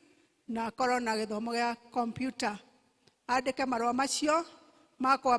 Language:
Kikuyu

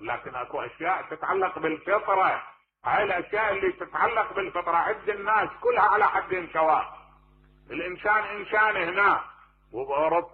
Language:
Mesopotamian Arabic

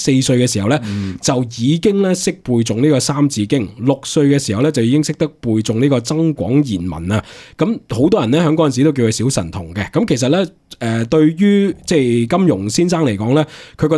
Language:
Cantonese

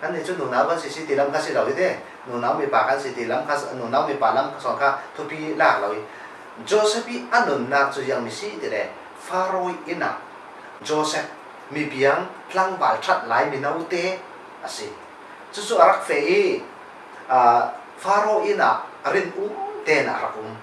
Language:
Falam Chin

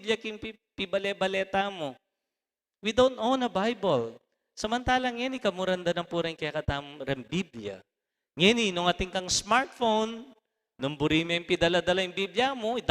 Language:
Pampanga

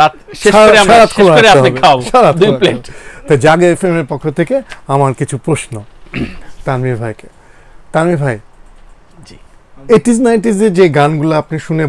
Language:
Bangla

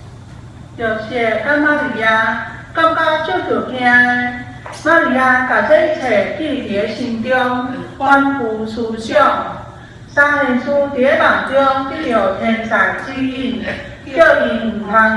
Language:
Min Nan Chinese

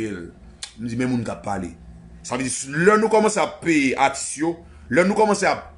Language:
Haitian Creole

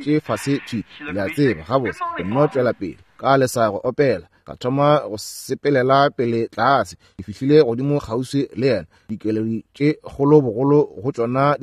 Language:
Northern Sotho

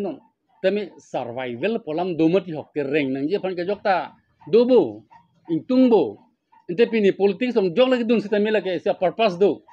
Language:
Karbi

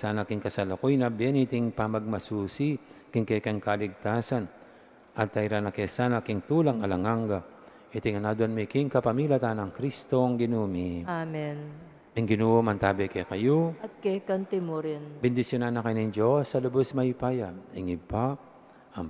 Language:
Pampanga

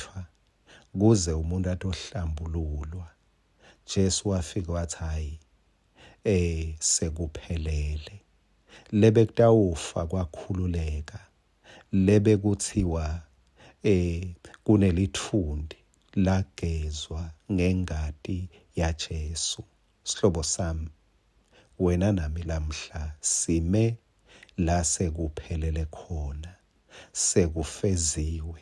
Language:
Swati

